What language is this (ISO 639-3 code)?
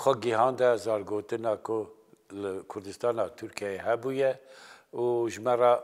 kur